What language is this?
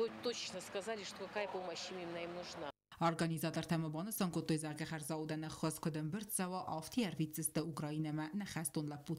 Ossetic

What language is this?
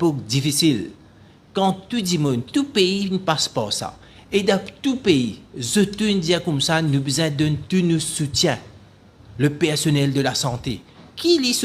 Morisyen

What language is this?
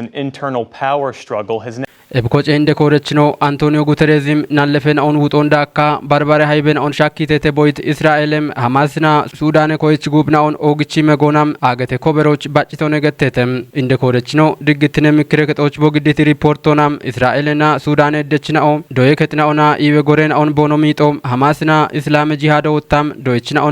Kafa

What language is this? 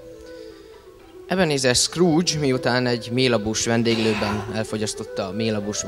Hungarian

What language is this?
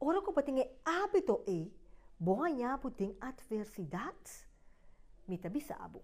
Papiamento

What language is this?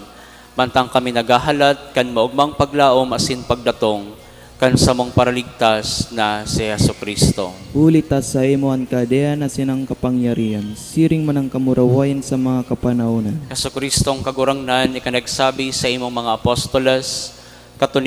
Bikol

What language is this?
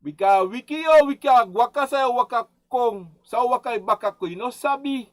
Sranan Tongo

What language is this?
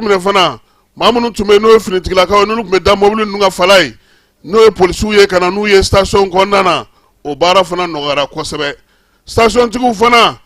Bambara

